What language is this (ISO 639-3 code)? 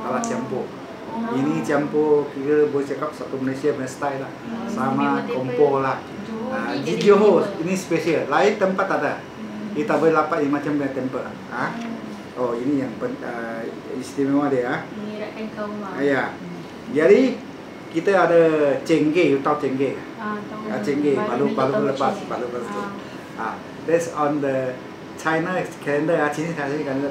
msa